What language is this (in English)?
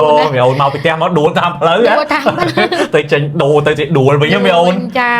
Khmer